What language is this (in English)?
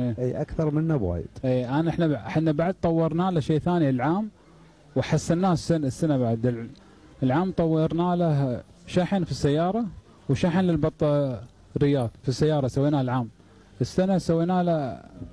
Gulf Arabic